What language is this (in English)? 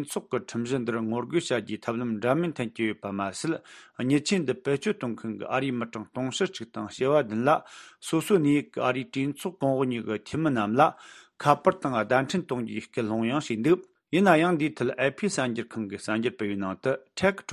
Tibetan